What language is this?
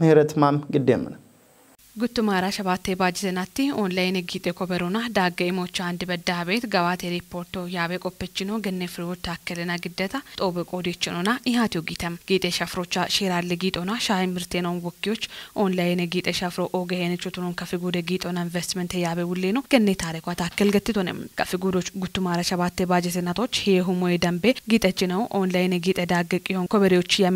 Kafa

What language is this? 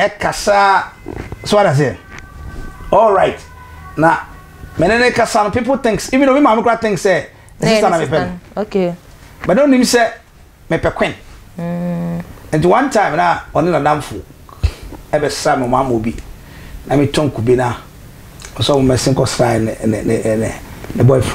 Akan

